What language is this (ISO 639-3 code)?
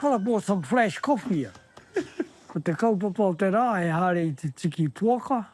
mri